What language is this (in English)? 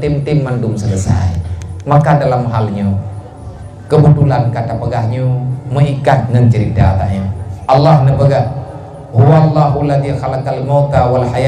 Achinese